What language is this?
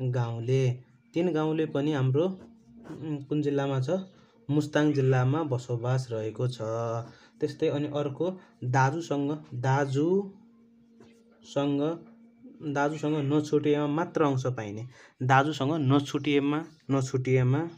Nepali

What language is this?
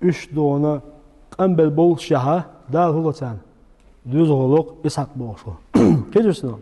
Chechen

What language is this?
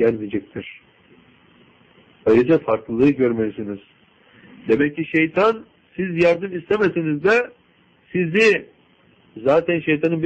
Turkish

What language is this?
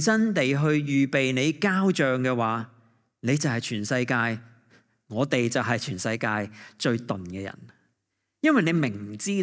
Cantonese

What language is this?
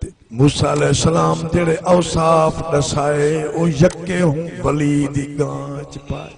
Saraiki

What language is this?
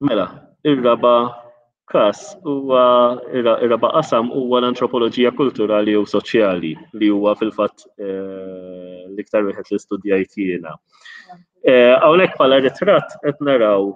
Maltese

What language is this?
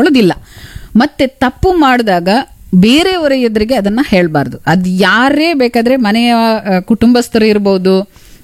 Kannada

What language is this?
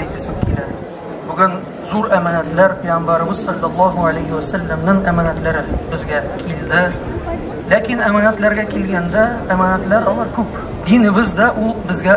Tatar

